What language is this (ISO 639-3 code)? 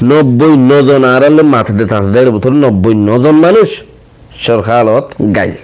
rhg